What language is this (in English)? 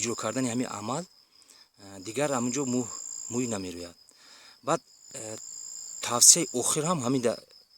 Tajik